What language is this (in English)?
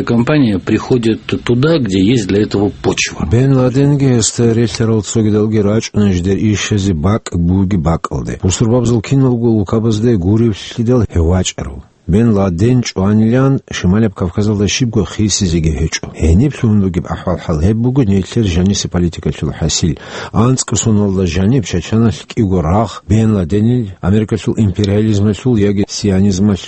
Avaric